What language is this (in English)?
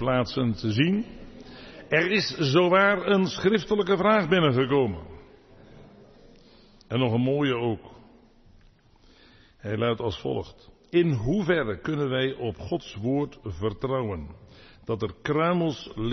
Dutch